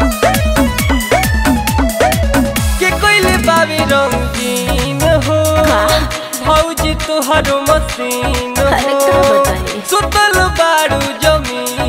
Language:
Bhojpuri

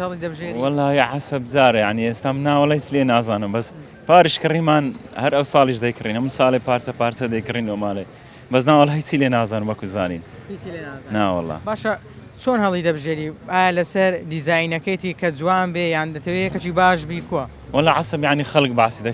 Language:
Central Kurdish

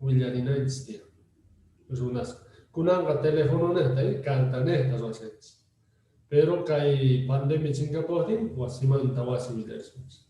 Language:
Quechua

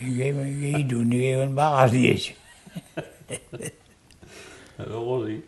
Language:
Mi'kmaw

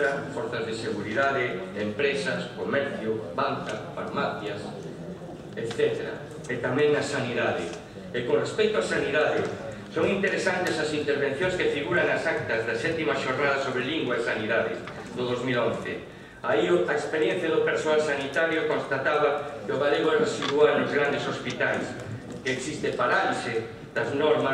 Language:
Galician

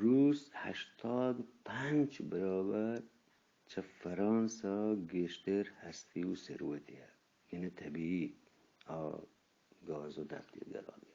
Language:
Eastern Balochi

